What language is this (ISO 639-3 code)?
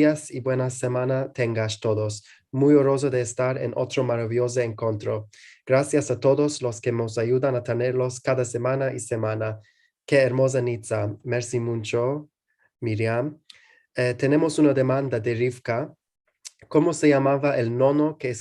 lad